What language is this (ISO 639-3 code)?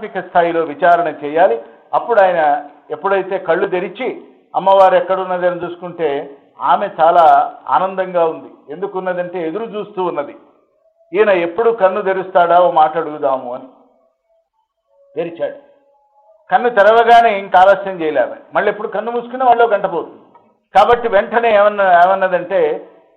tel